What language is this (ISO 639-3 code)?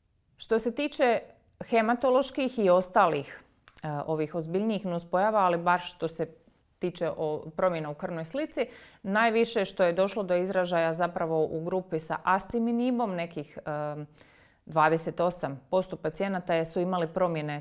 hrv